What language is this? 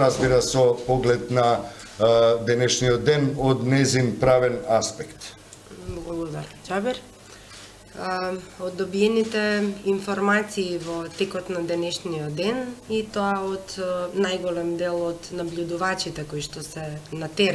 Macedonian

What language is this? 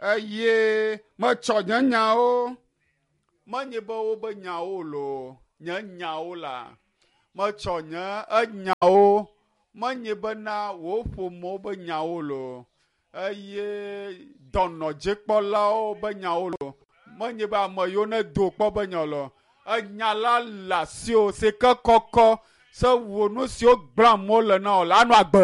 Ewe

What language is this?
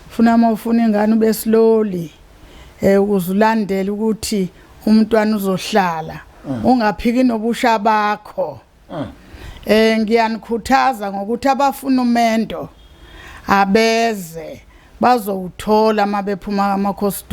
Zulu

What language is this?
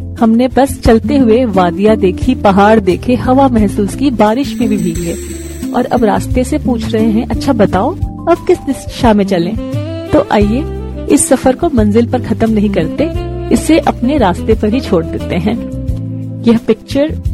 Hindi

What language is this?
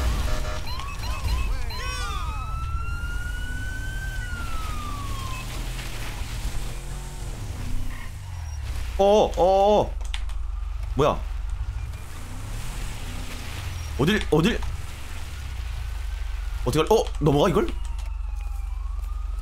Korean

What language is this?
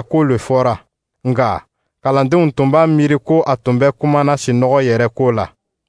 Dyula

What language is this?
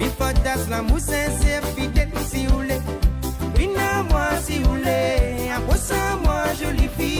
Morisyen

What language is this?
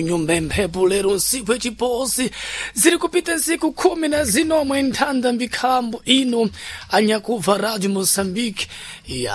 Sena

